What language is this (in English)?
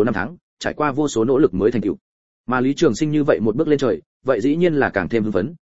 Vietnamese